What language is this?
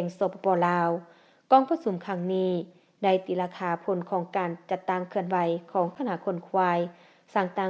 Lao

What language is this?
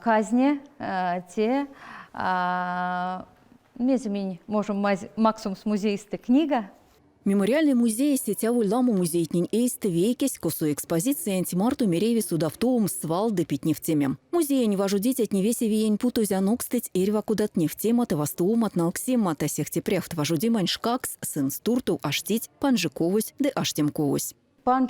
Erzya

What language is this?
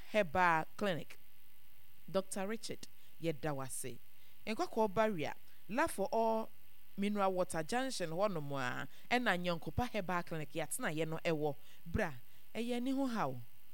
Akan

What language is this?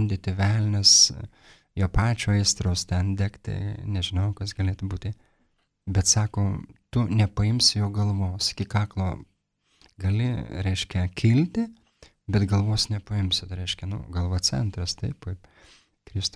Lithuanian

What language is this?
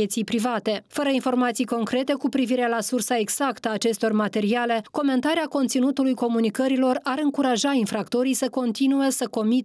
Romanian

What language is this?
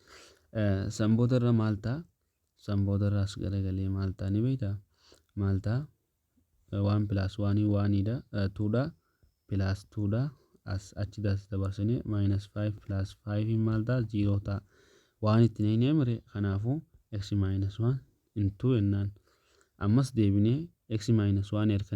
Oromo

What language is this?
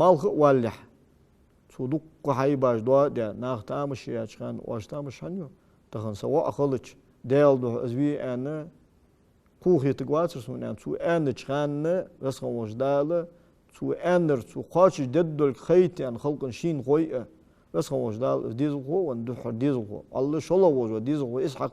Ingush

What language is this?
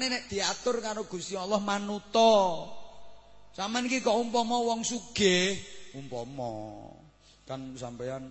Javanese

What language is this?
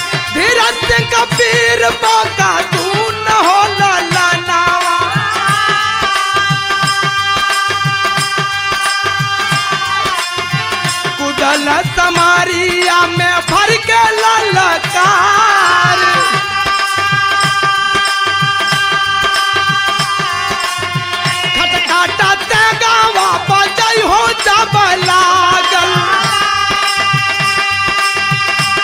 Bhojpuri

